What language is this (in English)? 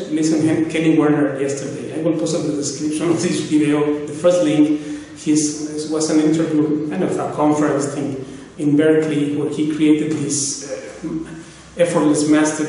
English